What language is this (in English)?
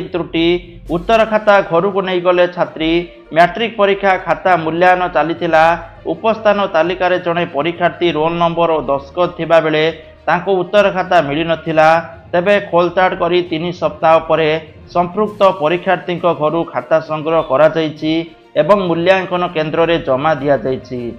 Odia